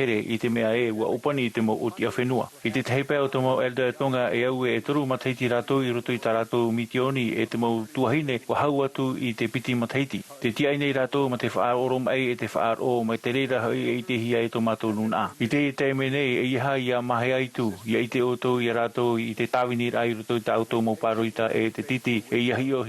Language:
Tahitian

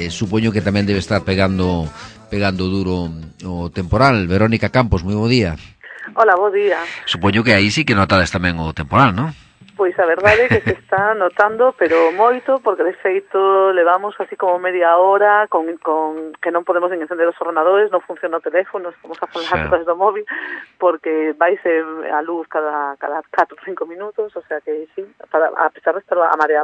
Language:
Galician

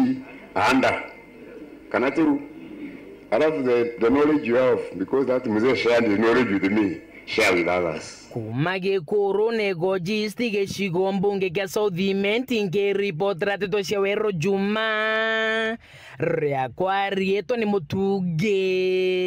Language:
Meru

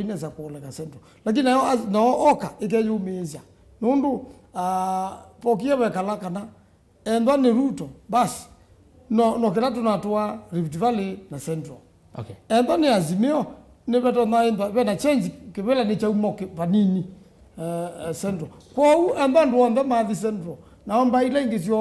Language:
Kamba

